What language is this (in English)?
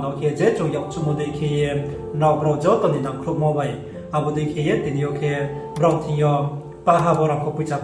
Riang (India)